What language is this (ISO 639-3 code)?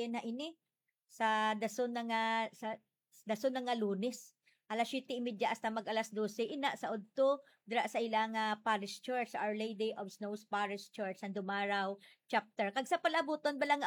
hil